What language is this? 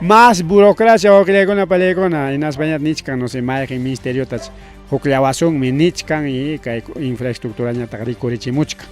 Ayacucho Quechua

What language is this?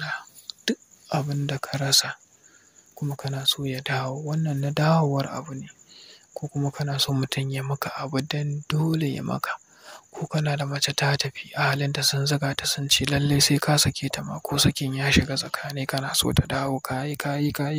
Hausa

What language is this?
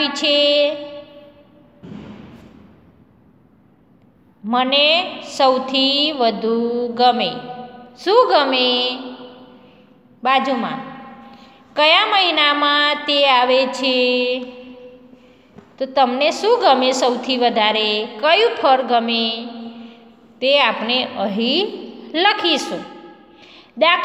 Gujarati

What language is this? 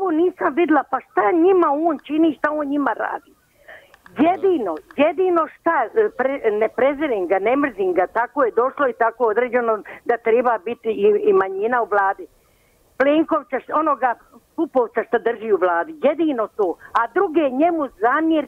Croatian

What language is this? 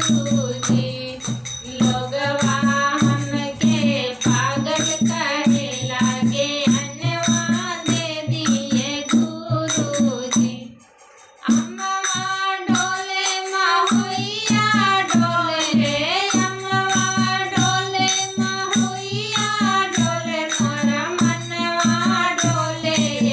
Bhojpuri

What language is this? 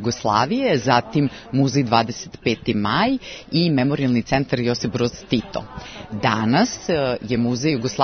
Serbian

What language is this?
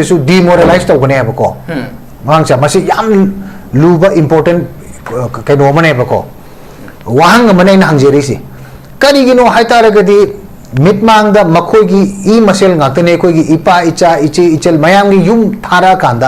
Manipuri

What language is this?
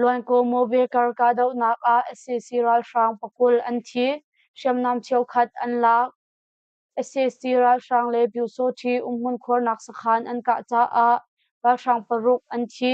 Hakha Chin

